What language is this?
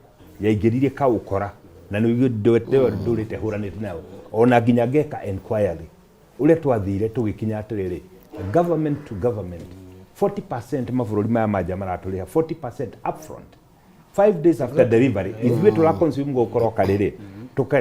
Kikuyu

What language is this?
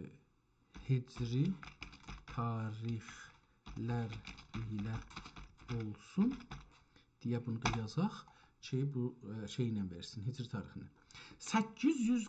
South Azerbaijani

